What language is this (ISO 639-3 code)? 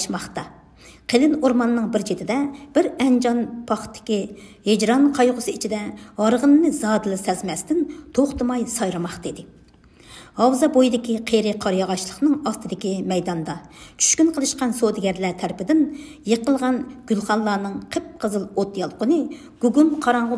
uig